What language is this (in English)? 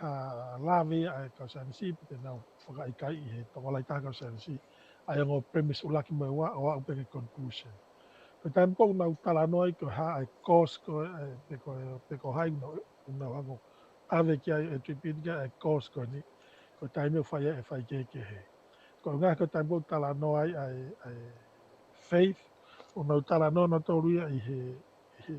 Tongan